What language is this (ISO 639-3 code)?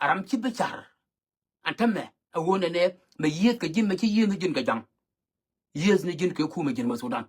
nus